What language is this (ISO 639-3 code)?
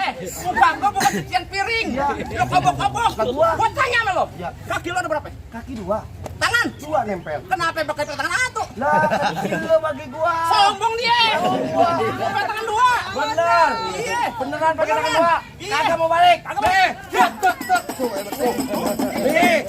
bew